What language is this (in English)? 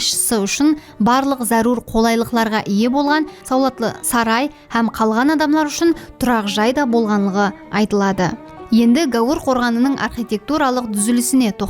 Kara-Kalpak